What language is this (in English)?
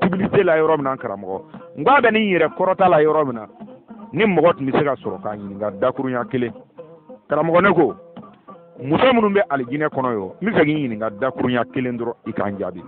Bambara